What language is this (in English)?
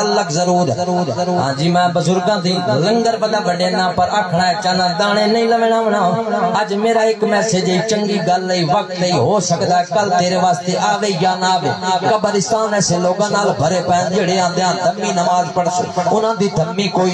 Saraiki